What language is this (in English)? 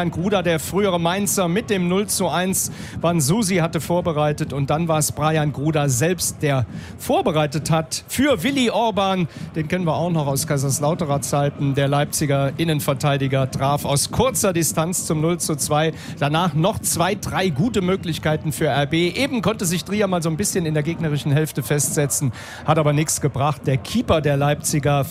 German